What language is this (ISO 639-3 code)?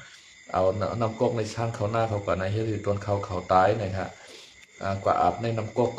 shn